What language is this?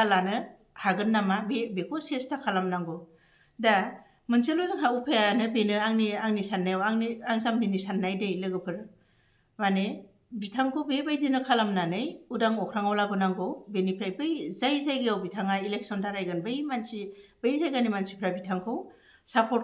Bodo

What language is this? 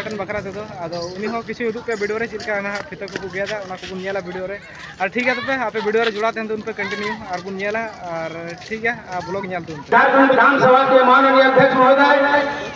Santali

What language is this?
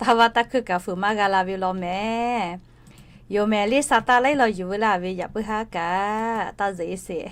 Lahu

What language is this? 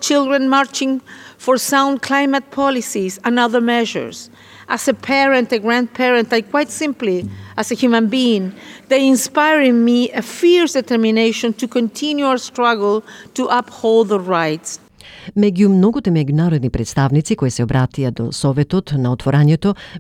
Macedonian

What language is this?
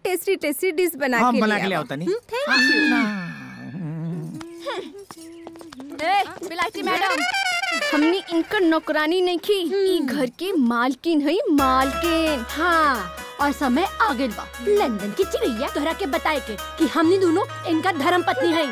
Bhojpuri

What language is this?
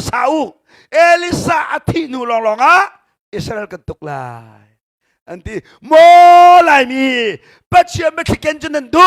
Hakha Chin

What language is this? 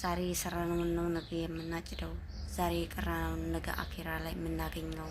Amharic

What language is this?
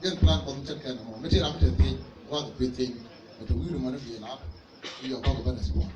Nuer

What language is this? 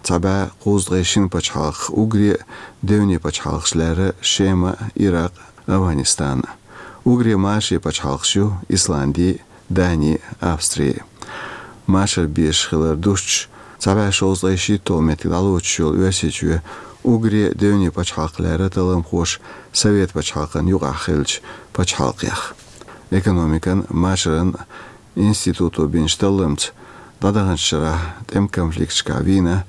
Chechen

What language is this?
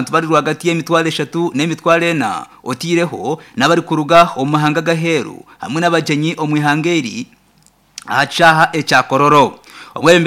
Nyankole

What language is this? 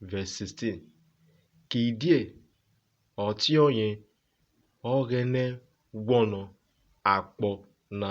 Urhobo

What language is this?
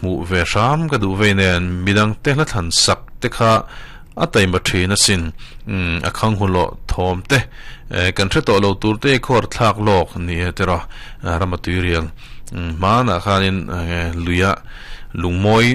Mizo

